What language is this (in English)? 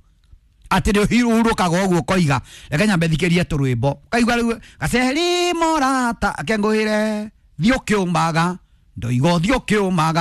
Kikuyu